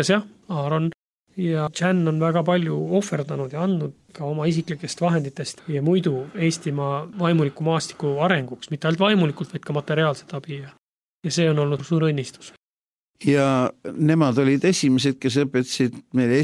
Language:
Estonian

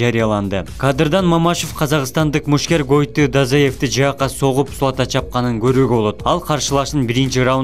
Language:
Kyrgyz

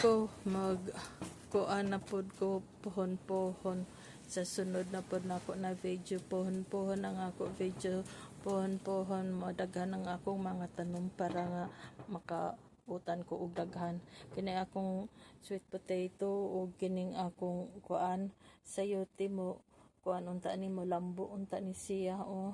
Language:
Cebuano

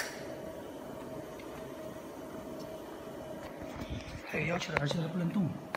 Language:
Chinese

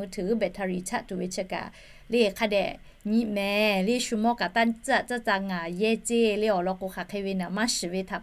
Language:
Lahu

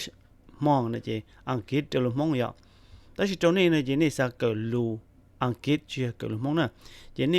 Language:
Hmong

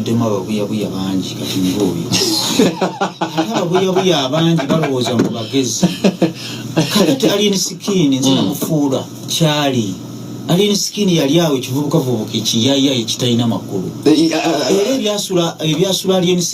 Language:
Ganda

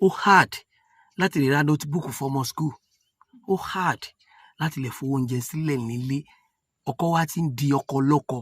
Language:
Yoruba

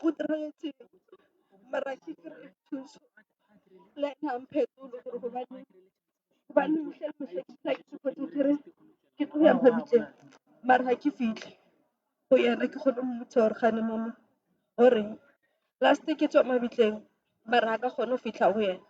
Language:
Northern Sotho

